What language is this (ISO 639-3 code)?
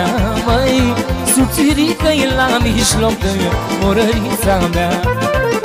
ron